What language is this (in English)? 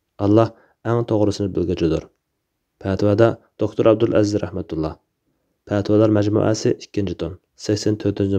Uyghur